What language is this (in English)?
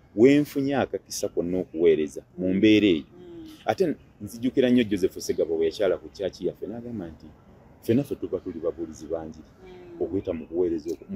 Ganda